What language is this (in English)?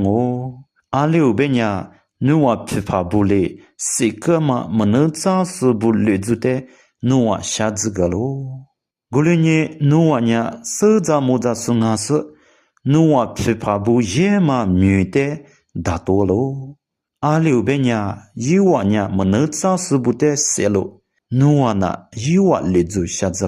Lisu